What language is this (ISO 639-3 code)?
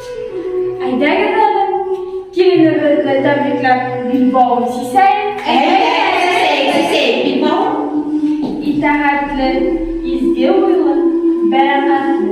bak